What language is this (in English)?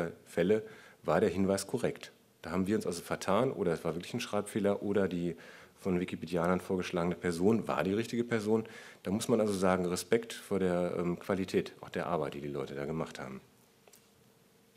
German